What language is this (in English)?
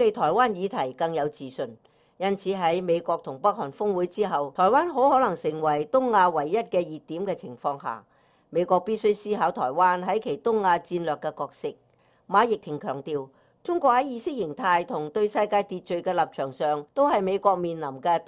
Cantonese